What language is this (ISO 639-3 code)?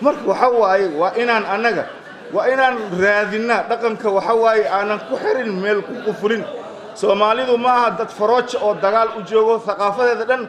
som